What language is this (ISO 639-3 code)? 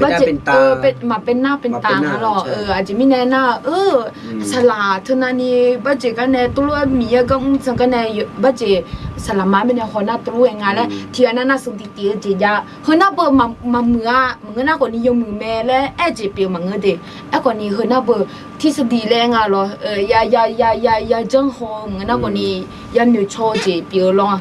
ahk